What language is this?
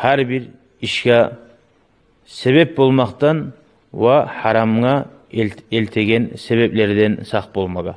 Kumyk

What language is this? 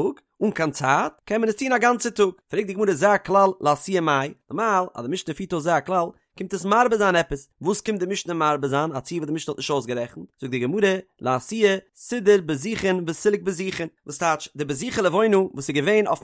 Yiddish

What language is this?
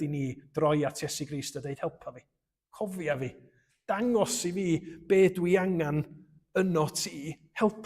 Welsh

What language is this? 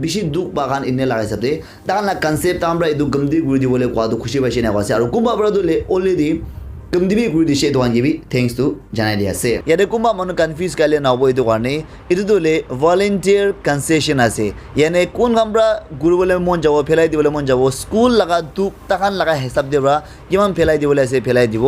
Naga Pidgin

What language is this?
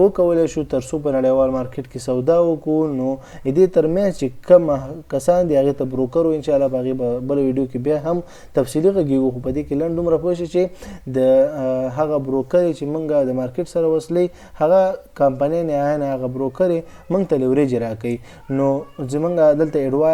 Pashto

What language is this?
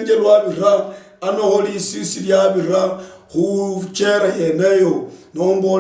Luyia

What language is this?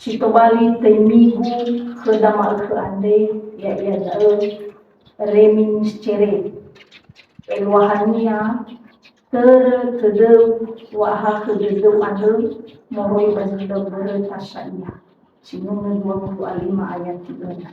Nias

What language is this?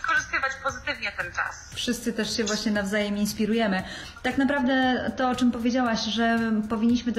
Polish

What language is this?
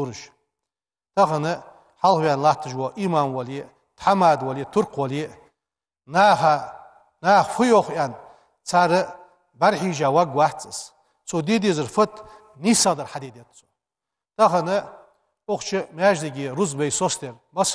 Ingush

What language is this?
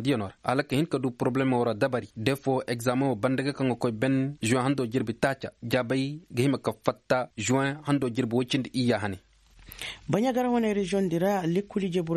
Koyraboro Senni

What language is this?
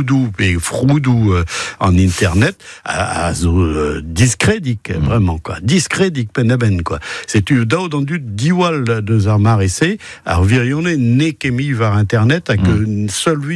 Breton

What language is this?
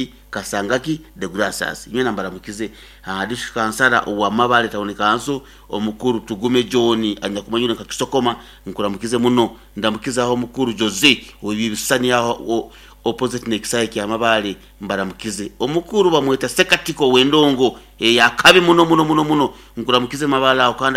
Nyoro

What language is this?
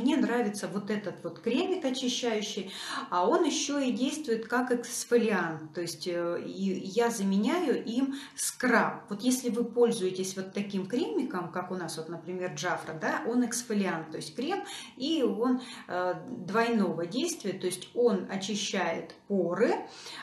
Russian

